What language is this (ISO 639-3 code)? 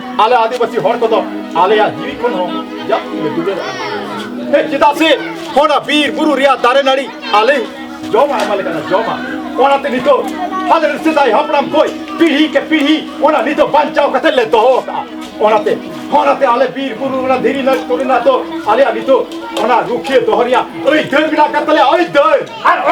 sat